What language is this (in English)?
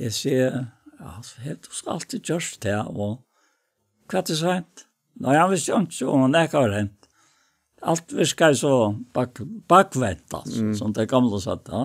Faroese